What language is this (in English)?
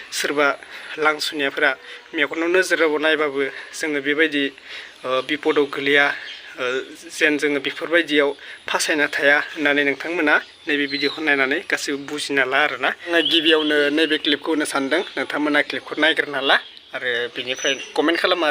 Bodo